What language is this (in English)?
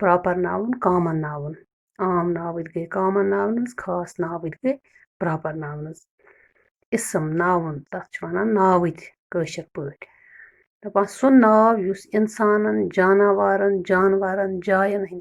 Kashmiri